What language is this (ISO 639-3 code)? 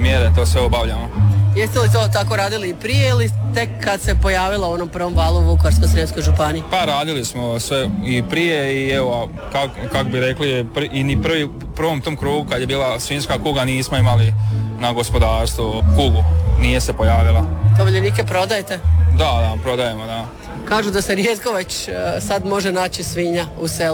hrv